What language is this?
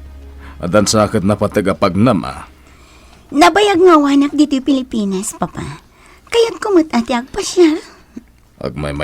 Iloko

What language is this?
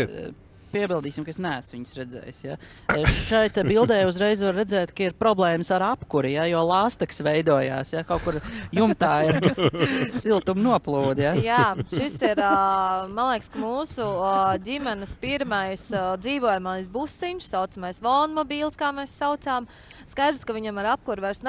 Latvian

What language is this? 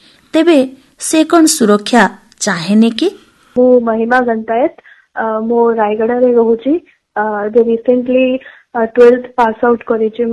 Odia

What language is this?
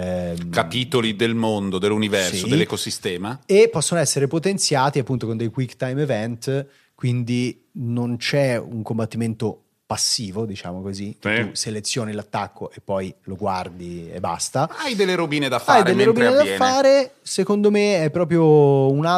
Italian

